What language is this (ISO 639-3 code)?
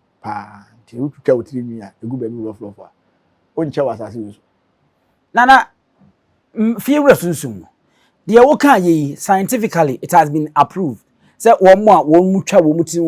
aka